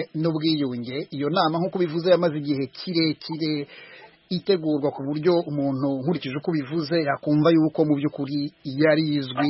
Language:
Kinyarwanda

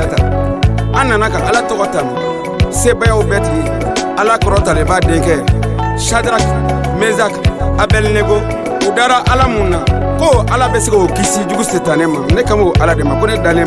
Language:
Bambara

